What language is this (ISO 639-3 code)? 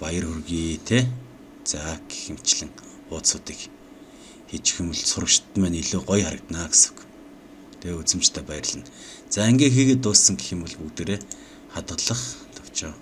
mon